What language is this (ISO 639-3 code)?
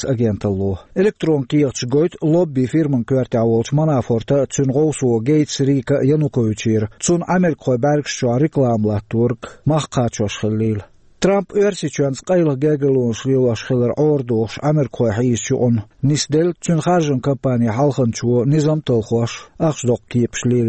che